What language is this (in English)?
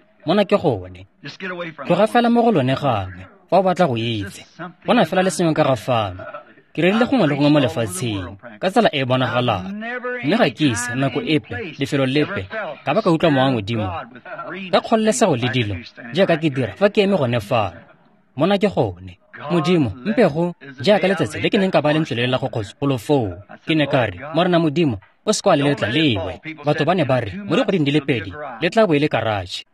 Tswana